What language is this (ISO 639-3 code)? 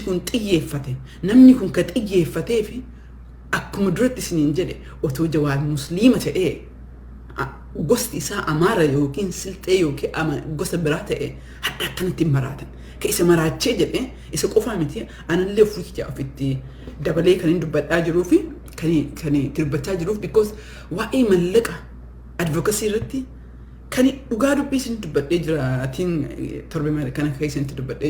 orm